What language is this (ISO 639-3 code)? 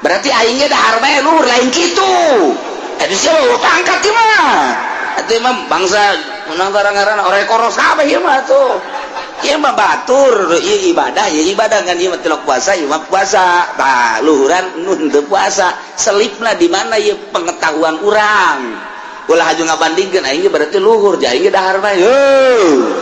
sun